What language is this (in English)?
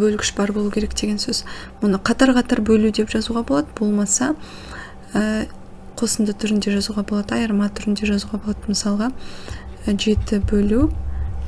Kazakh